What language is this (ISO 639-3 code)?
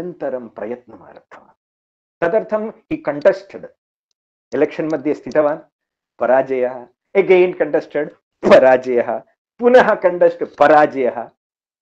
san